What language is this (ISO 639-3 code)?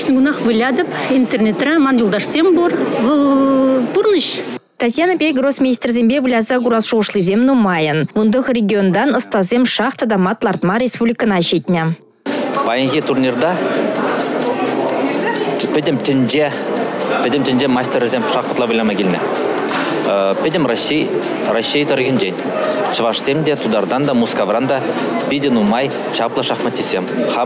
chv